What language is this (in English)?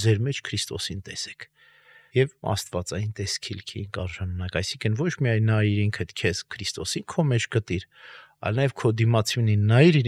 Armenian